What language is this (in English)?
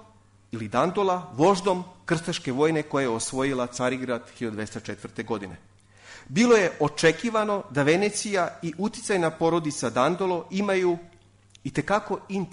Serbian